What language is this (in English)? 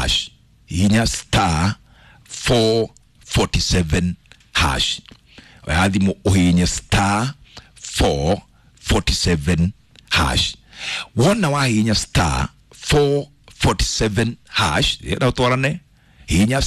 Kikuyu